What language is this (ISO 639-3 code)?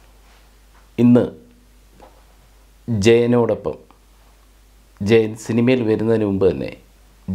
mal